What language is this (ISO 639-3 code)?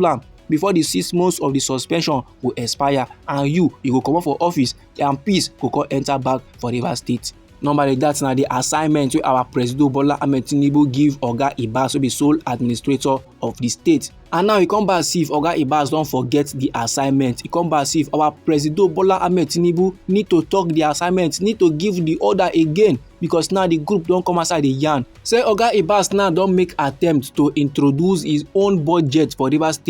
pcm